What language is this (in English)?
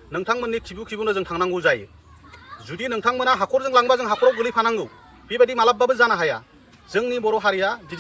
Bodo